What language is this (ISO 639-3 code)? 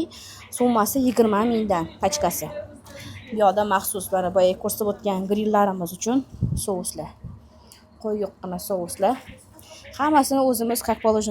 uzb